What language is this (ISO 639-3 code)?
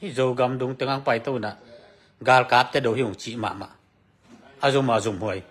ctd